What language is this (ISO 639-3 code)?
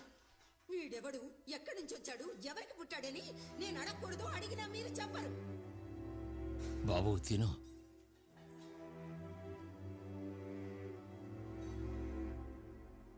tel